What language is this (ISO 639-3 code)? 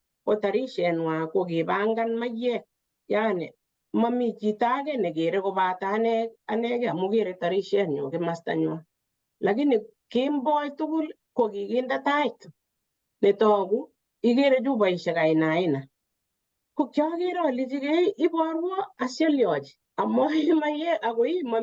kln